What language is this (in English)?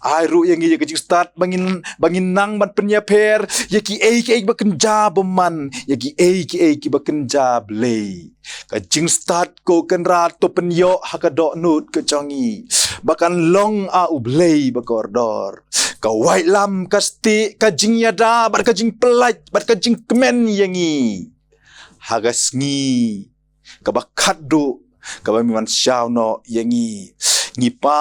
Khasi